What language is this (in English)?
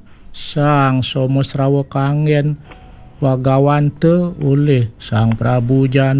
Balinese